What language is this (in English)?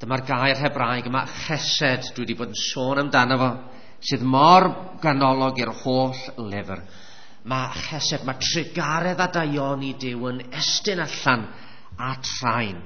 Welsh